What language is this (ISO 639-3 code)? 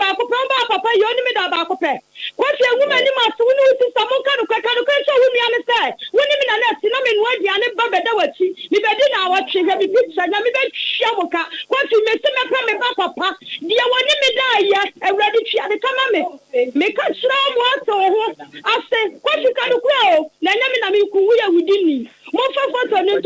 aka